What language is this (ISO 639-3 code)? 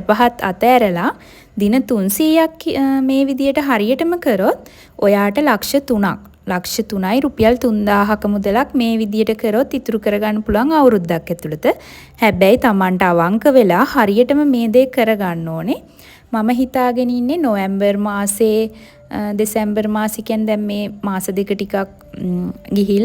sin